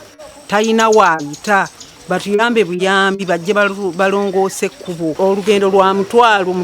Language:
Ganda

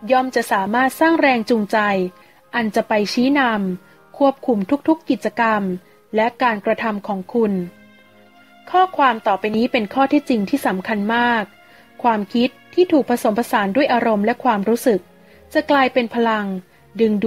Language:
Thai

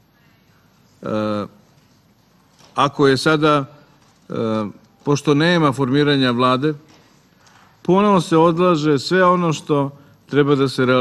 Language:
Serbian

